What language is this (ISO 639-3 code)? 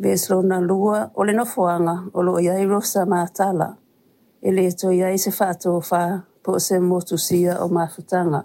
smo